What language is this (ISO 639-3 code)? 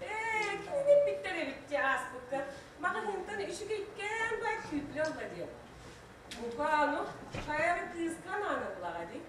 sah